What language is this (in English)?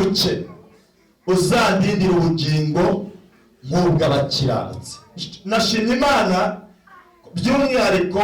Kinyarwanda